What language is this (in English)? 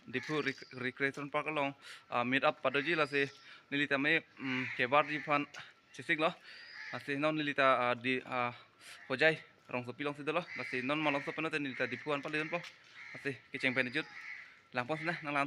Karbi